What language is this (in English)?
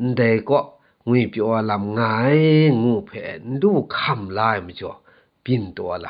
Kachin